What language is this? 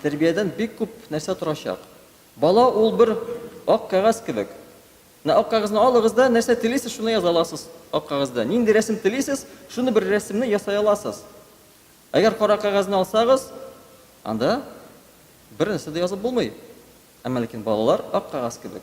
Tatar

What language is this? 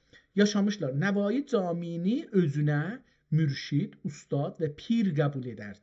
South Azerbaijani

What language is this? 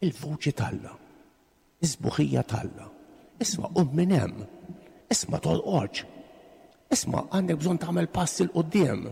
Maltese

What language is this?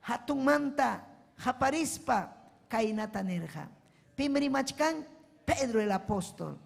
Ayacucho Quechua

